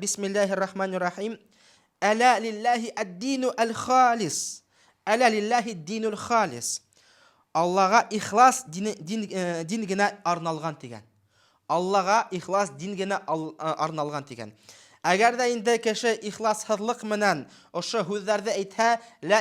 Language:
Bashkir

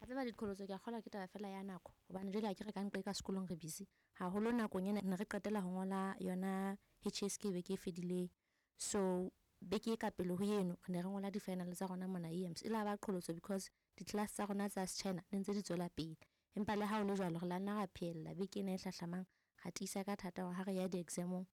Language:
Southern Sotho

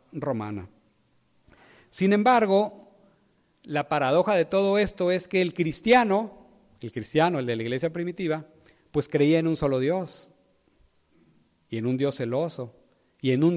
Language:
Spanish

